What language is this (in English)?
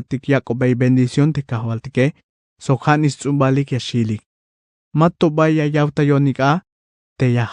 Tzeltal